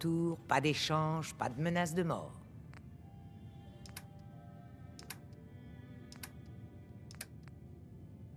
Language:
French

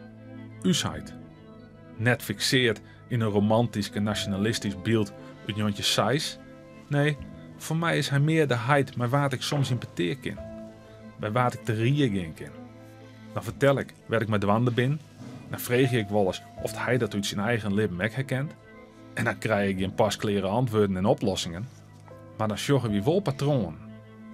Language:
Western Frisian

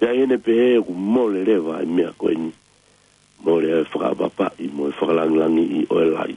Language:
Tongan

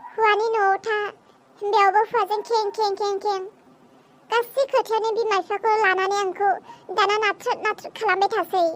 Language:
Bodo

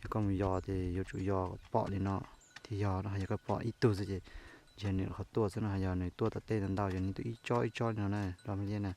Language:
Hmong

